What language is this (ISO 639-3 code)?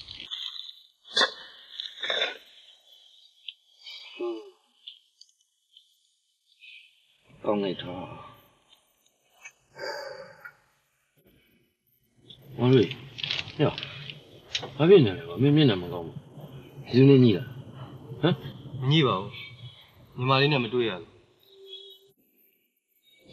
mya